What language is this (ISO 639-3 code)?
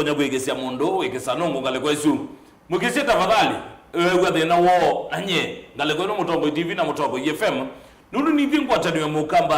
kam